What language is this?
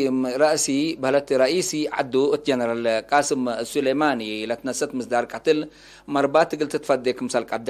Tigre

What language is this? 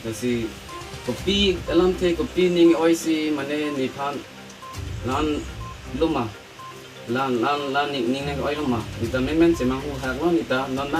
Karbi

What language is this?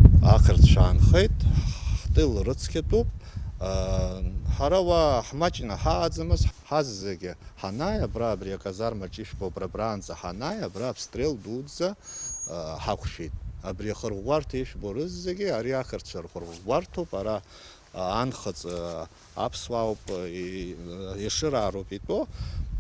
Abkhazian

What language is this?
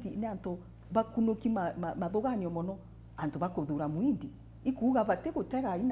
Meru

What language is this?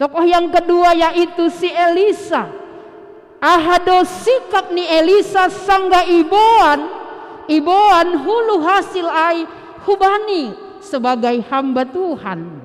Batak Simalungun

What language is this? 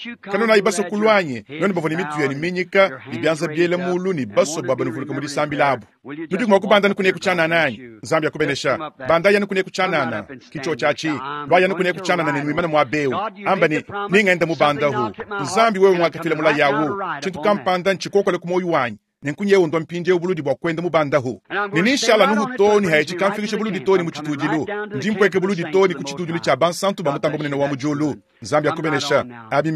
Luba-Lulua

